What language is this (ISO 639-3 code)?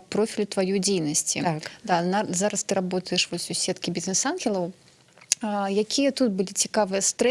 bel